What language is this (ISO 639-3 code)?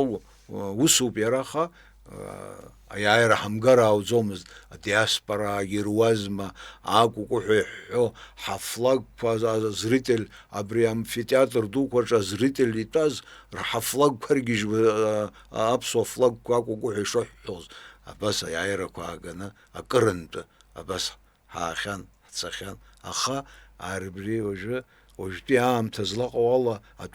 abk